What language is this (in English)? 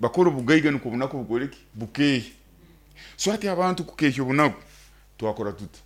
Nyoro